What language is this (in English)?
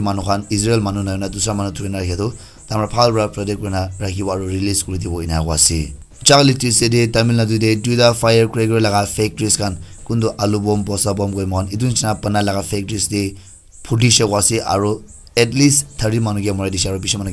Naga Pidgin